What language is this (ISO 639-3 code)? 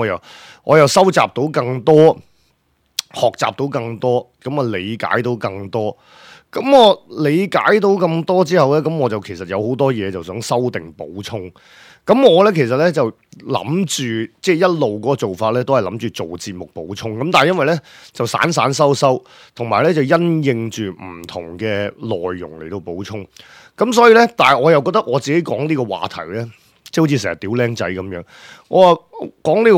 yue